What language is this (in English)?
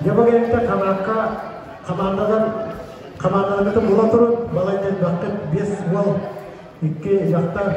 Yakut